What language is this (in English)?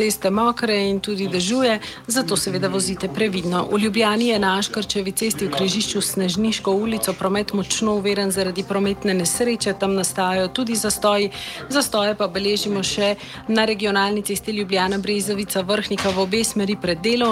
Slovenian